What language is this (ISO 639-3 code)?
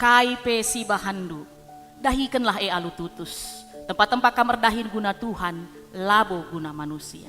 btx